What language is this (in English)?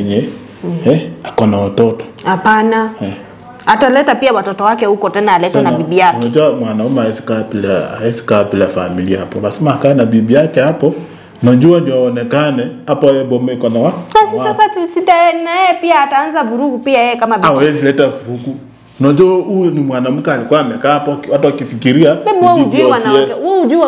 Swahili